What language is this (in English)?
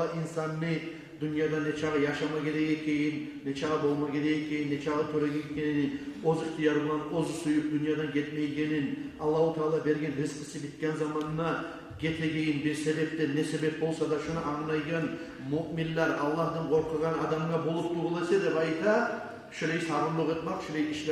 Kumyk